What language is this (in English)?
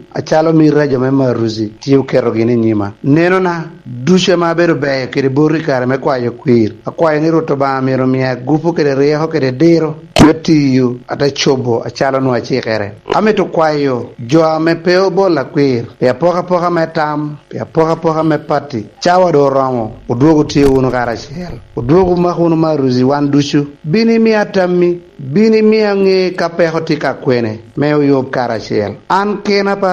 Lango (Uganda)